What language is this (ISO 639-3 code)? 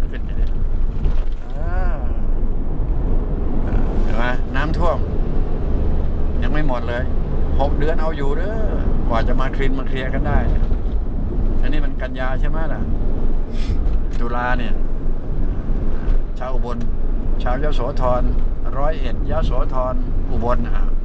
tha